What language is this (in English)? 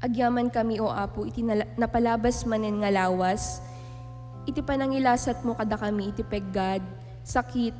Iloko